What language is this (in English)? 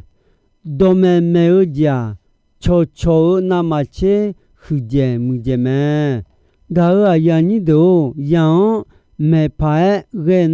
Akha